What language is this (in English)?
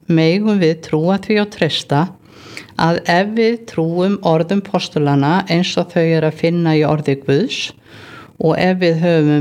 Icelandic